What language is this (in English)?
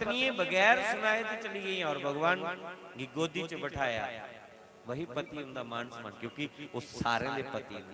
Dogri